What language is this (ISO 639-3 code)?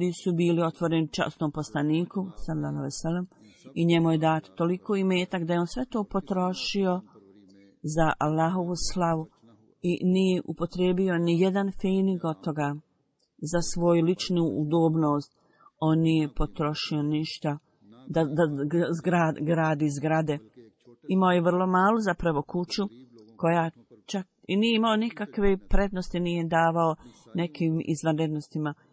bos